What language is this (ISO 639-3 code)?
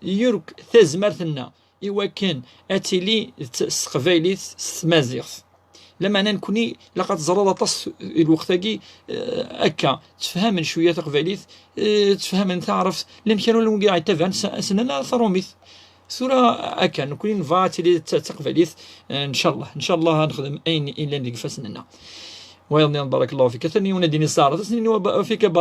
kab